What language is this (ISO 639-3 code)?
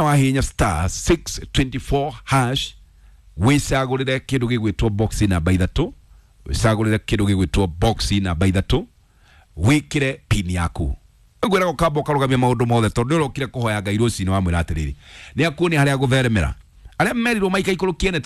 kik